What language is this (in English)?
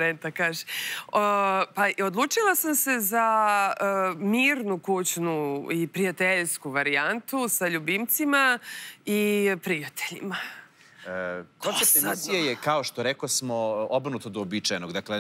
Serbian